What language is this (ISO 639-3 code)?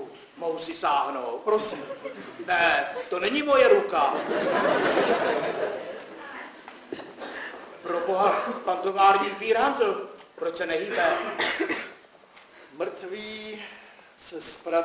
ces